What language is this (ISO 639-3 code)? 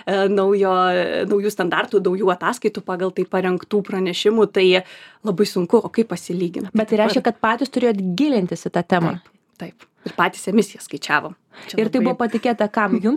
lit